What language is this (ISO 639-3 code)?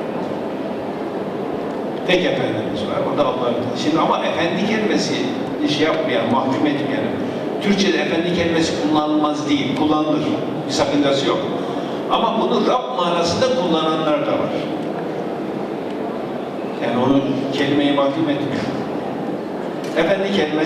tur